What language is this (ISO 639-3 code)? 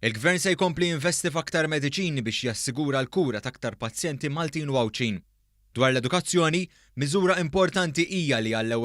mlt